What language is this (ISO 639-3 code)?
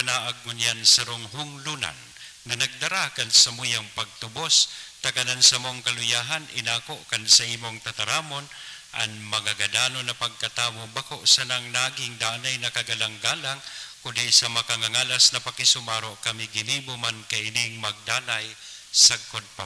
bik